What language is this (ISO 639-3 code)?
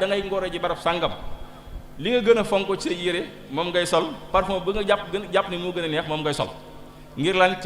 wol